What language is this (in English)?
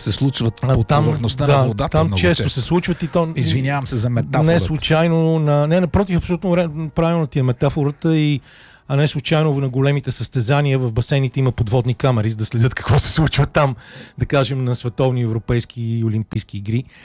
Bulgarian